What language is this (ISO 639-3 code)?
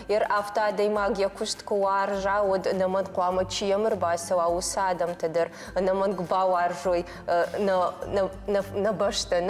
oss